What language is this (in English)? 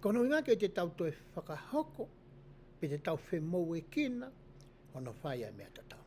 Tongan